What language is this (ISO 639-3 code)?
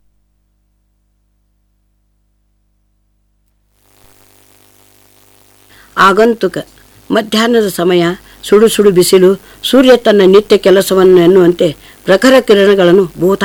kan